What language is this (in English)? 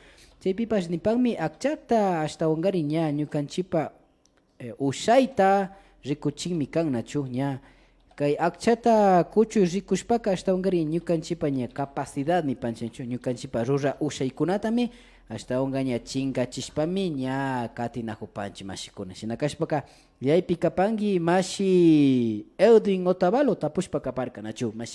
Imbabura Highland Quichua